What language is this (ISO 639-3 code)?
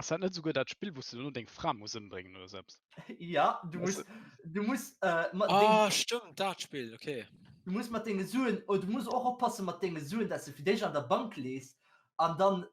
ltz